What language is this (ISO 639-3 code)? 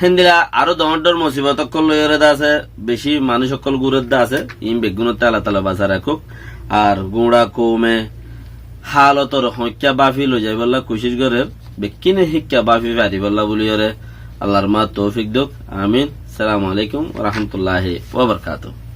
rhg